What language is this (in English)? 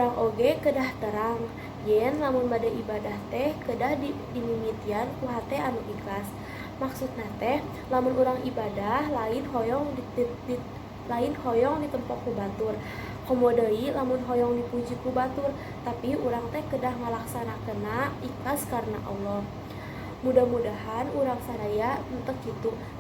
Sundanese